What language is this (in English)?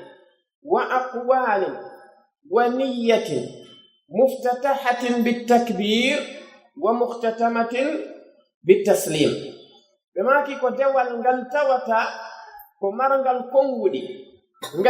Pular